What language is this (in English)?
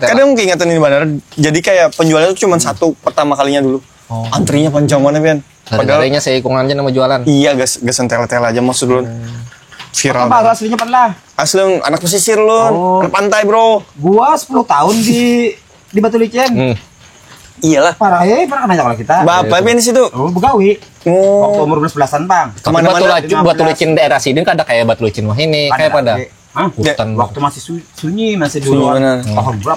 Banjar